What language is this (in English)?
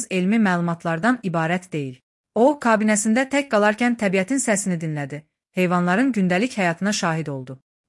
Azerbaijani